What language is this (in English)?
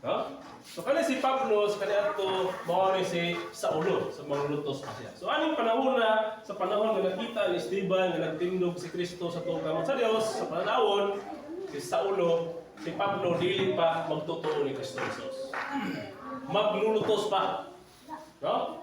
Cebuano